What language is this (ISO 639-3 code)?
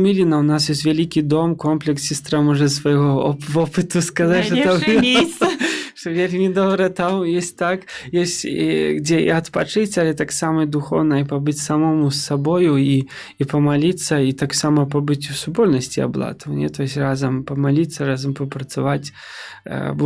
bel